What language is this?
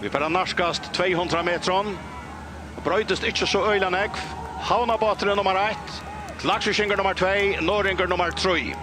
Faroese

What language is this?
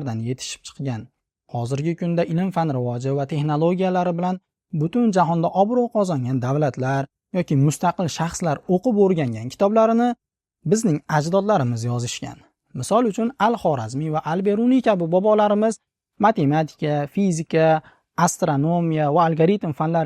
Uzbek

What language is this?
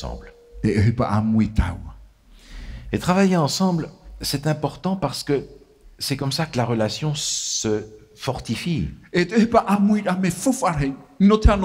Tahitian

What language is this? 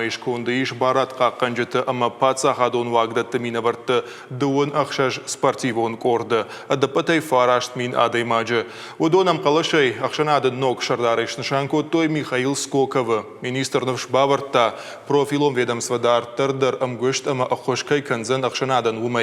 Ossetic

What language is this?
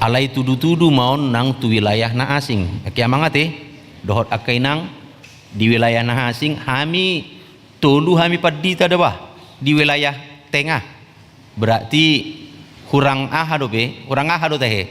Batak Toba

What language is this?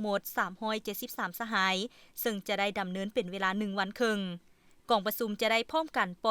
Lao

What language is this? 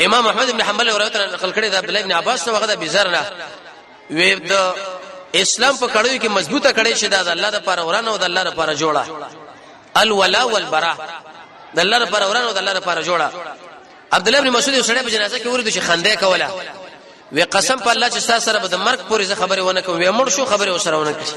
Pashto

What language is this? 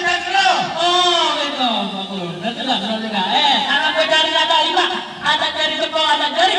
Betawi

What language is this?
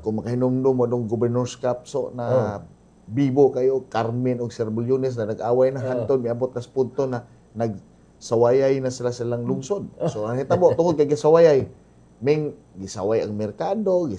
Cebuano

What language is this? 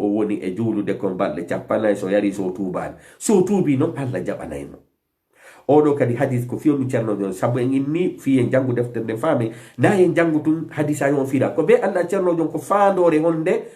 Fula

